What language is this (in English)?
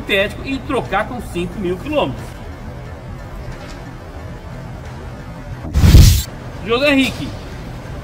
Portuguese